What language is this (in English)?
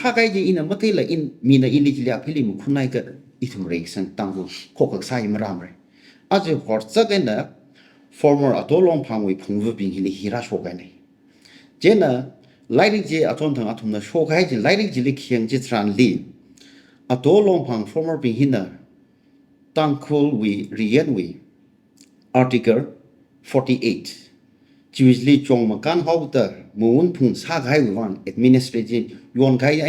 Tangkhul Naga (India)